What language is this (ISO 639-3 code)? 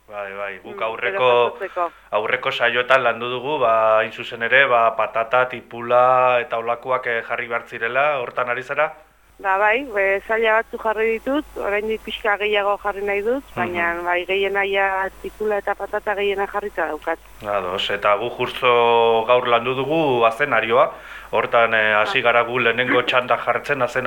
eus